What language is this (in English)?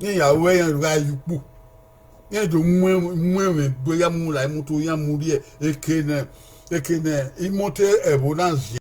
Bini